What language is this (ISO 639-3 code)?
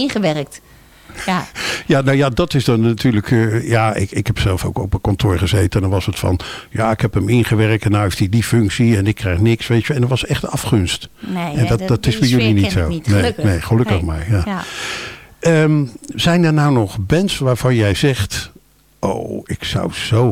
nld